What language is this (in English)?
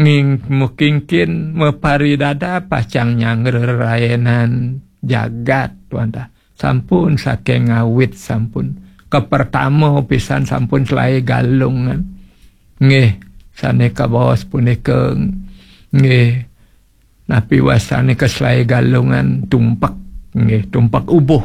Balinese